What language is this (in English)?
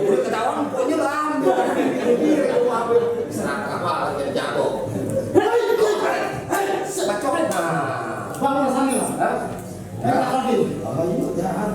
Betawi